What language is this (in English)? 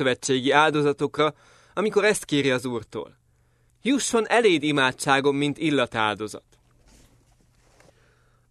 Hungarian